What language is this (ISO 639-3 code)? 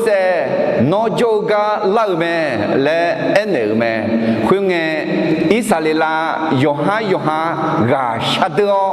ahk